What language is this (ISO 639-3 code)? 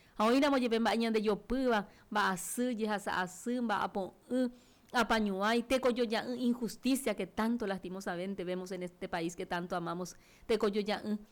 grn